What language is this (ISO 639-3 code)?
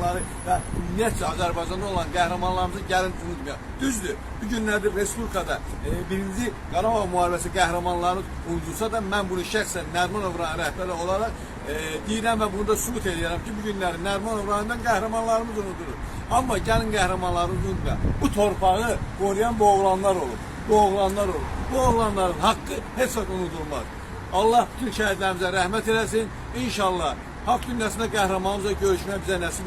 aze